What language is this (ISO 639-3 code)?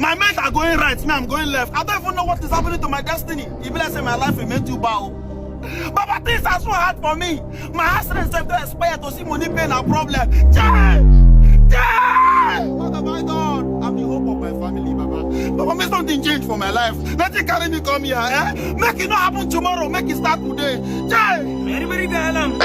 pcm